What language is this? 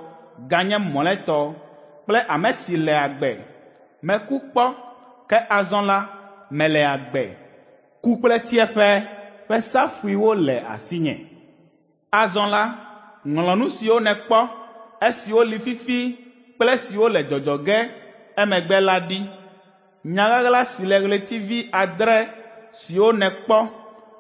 Ewe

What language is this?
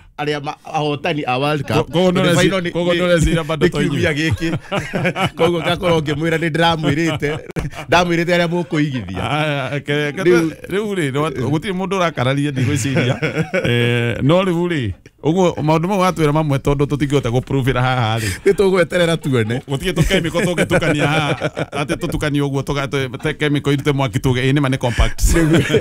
Kikuyu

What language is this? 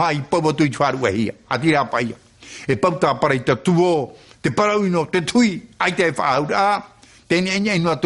Tahitian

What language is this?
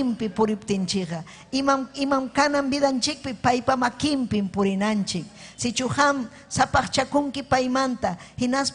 Ayacucho Quechua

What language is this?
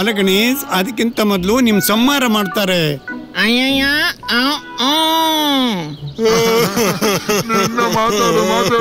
Kannada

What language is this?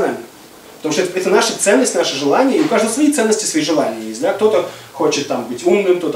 Russian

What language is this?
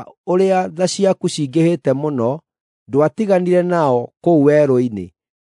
Kikuyu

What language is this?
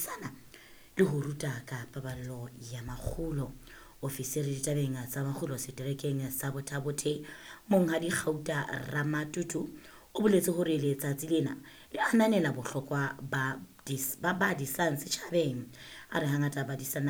Southern Sotho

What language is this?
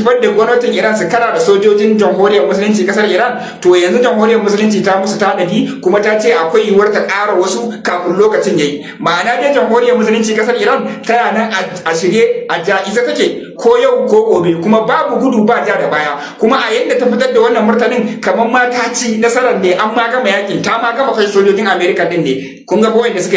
Hausa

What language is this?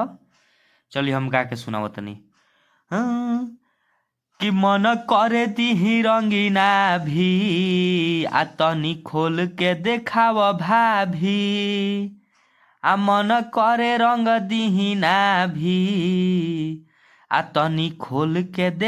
Bhojpuri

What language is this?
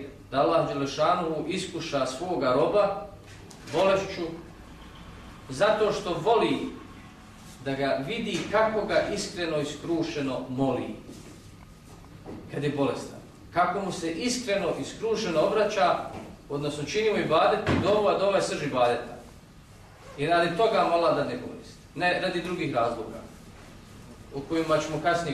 Bosnian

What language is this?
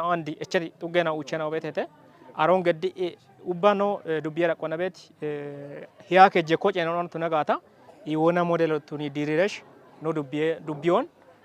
Kafa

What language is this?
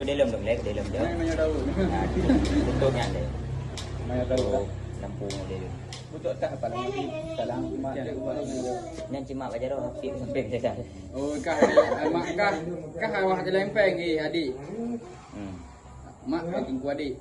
Achinese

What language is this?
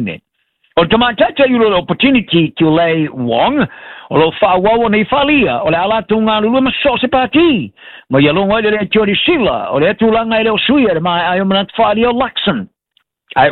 Samoan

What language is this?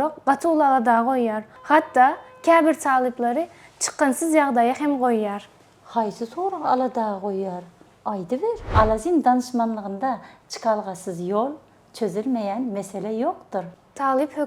Turkmen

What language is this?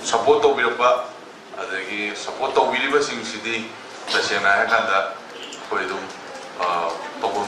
Manipuri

